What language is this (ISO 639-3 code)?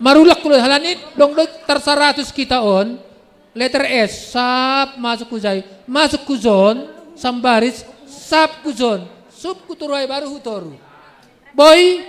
bts